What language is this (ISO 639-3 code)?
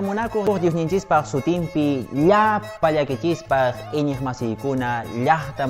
que